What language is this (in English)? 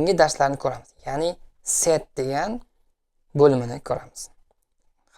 Uzbek